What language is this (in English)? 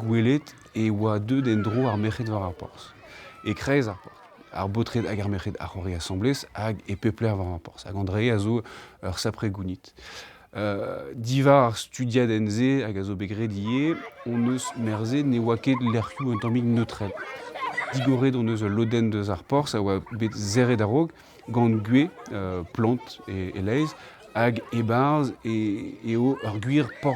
Breton